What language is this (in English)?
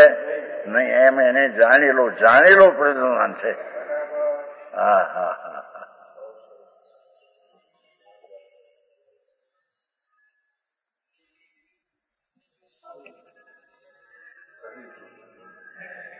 Gujarati